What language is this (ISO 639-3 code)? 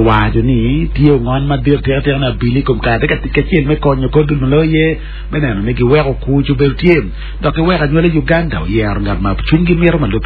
ach